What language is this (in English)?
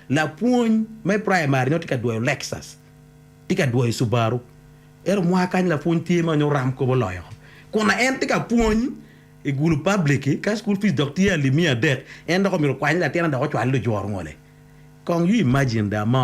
Acoli